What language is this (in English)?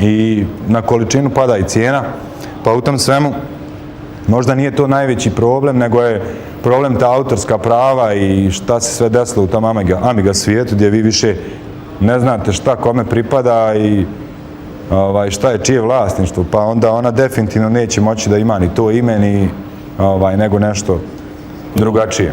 Bosnian